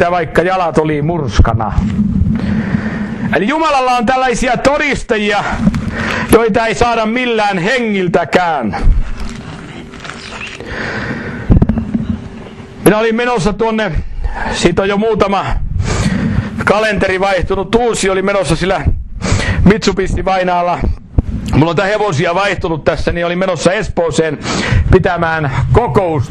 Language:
Finnish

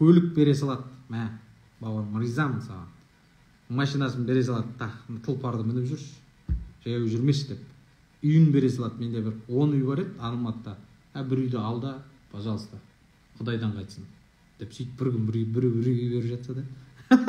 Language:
Kazakh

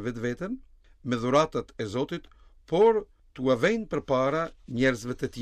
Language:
Albanian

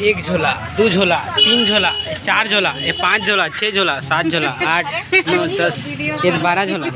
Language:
Chhattisgarhi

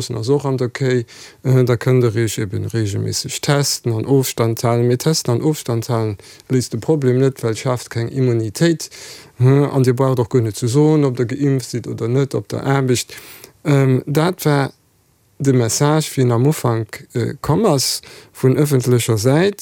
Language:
Luxembourgish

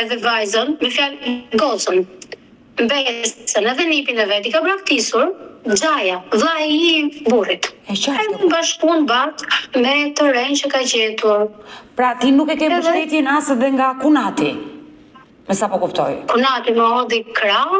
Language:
Albanian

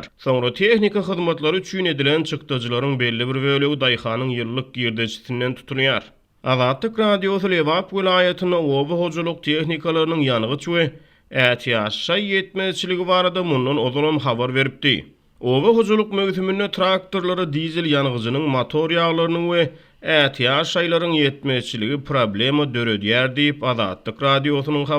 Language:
Turkmen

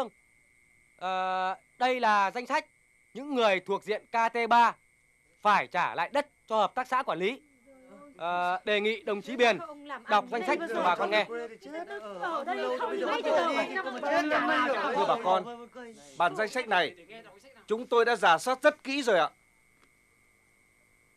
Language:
Vietnamese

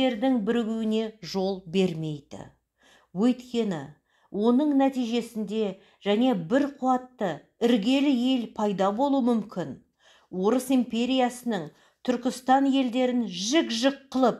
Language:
Kazakh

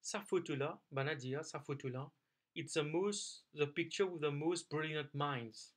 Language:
Morisyen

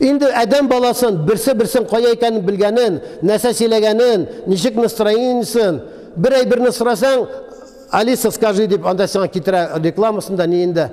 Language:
Tatar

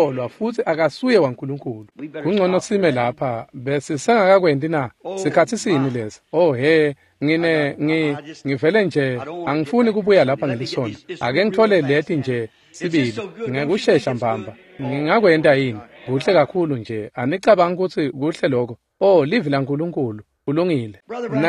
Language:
Swati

